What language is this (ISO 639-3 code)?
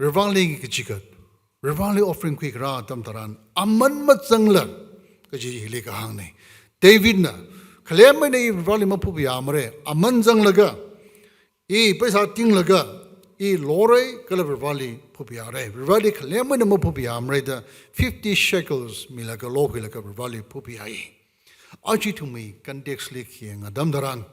nmf